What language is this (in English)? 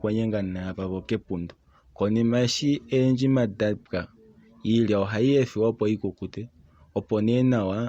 Kuanyama